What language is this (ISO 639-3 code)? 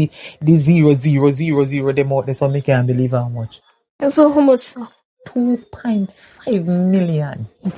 jam